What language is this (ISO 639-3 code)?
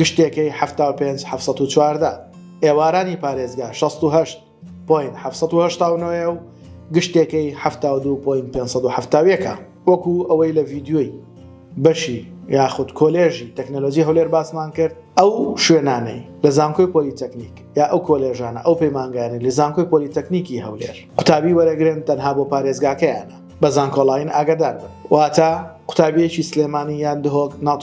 ckb